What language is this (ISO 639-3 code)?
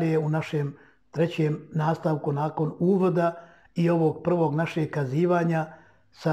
bos